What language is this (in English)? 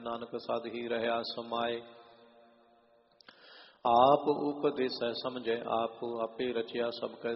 Punjabi